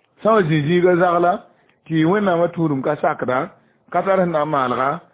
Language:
Mossi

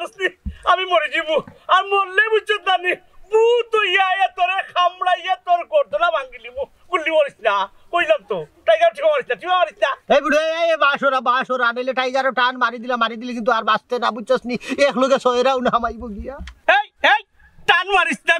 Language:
Sylheti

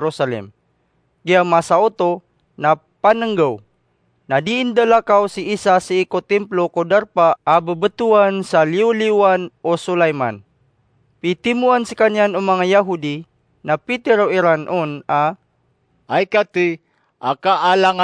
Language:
Maranao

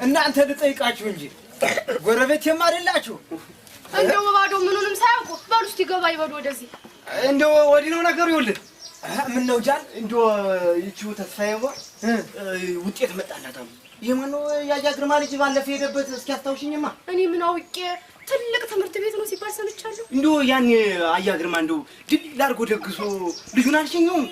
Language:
Amharic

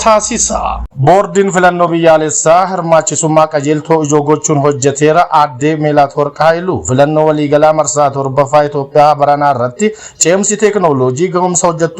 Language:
Oromo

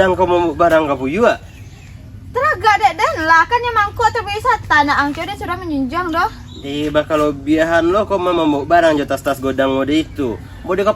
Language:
Minangkabau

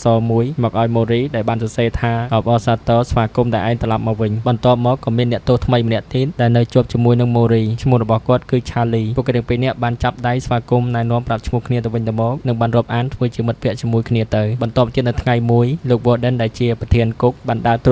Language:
Khmer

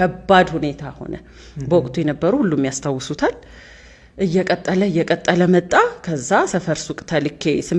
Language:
Amharic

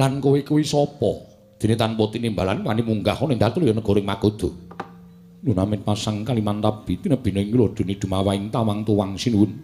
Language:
Javanese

